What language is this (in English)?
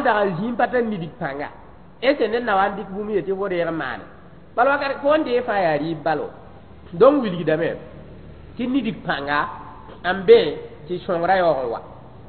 Mossi